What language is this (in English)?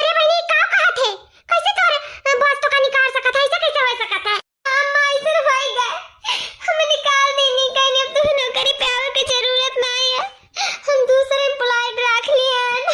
Awadhi